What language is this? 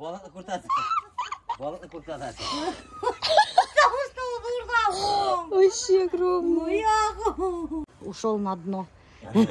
Bashkir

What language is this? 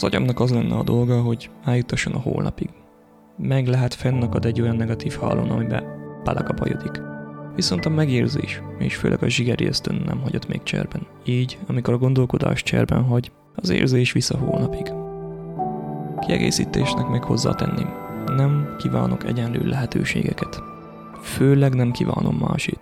Hungarian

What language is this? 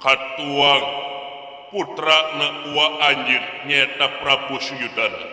Sundanese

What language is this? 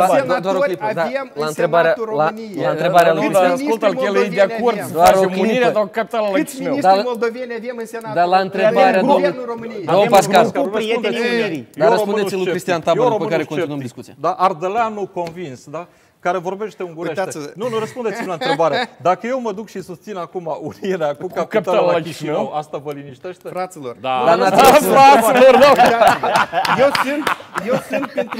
Romanian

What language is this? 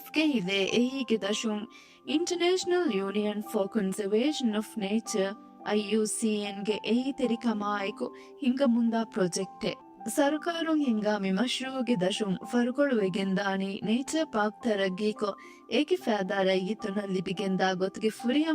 Divehi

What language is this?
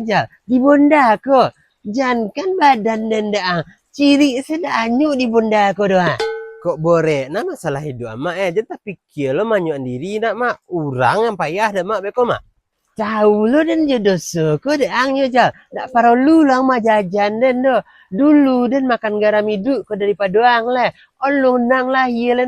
Minangkabau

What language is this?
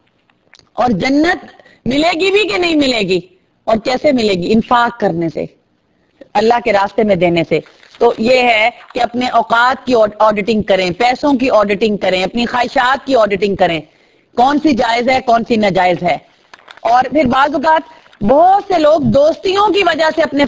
Urdu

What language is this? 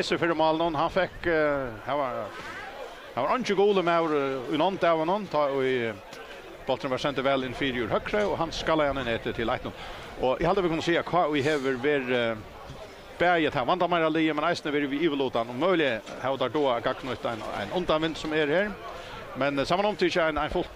Faroese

